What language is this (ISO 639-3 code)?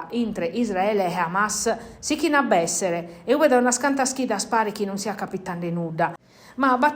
srd